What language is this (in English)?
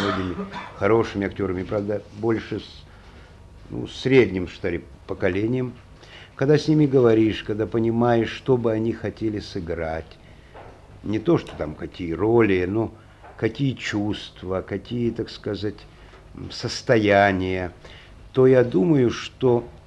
Russian